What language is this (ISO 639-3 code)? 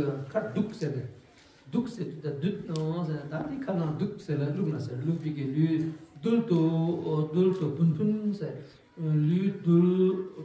bod